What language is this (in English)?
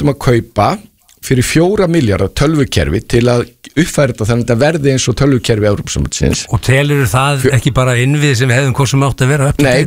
Icelandic